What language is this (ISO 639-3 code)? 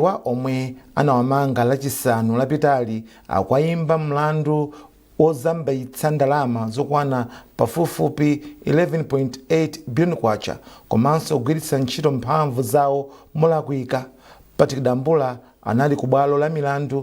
nya